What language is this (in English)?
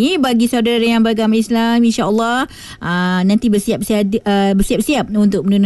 Malay